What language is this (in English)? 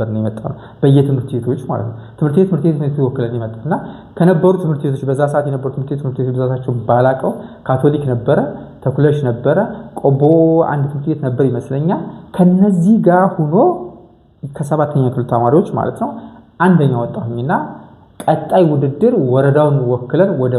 Amharic